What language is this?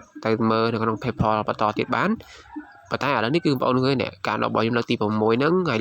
Khmer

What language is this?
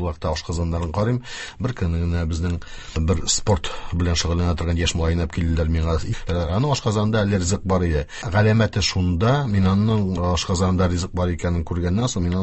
Tatar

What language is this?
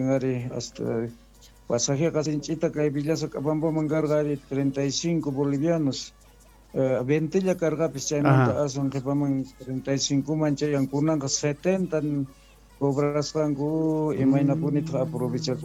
South Bolivian Quechua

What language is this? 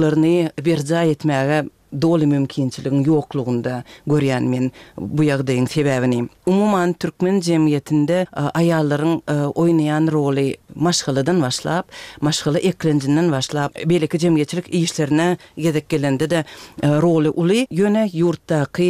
Turkmen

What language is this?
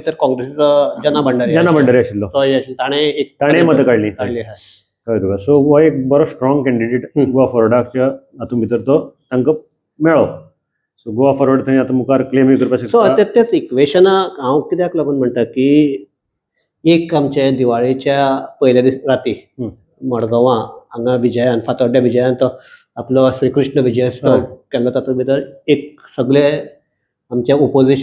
Konkani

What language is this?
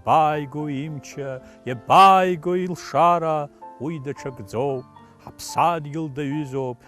Abkhazian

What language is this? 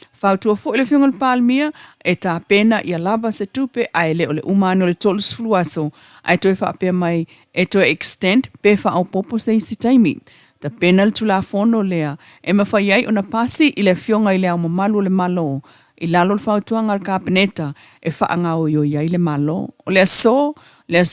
Samoan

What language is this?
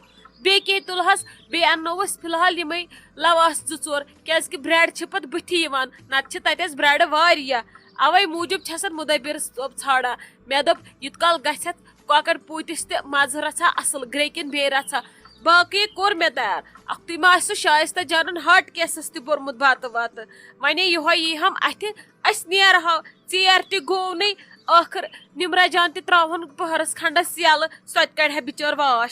Kashmiri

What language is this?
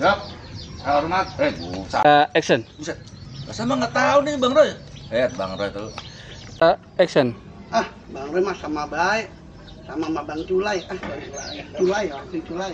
Betawi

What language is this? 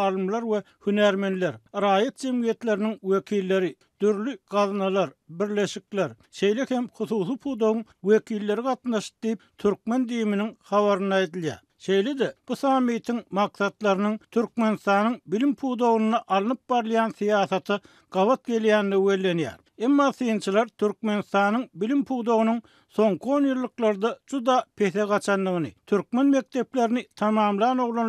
Turkmen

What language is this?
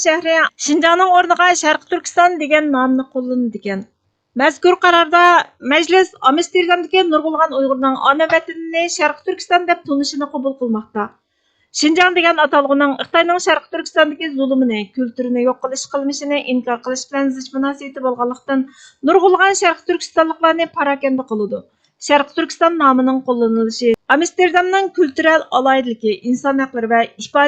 Uyghur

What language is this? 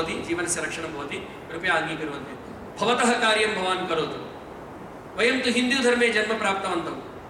Sanskrit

